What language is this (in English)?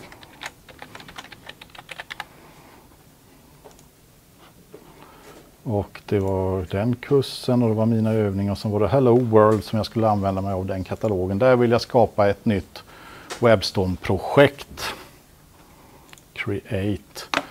Swedish